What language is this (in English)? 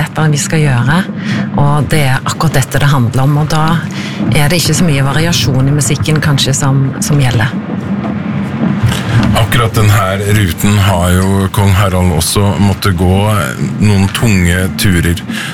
Norwegian